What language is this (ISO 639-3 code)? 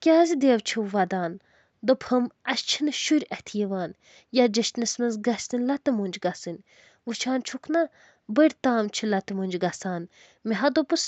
kas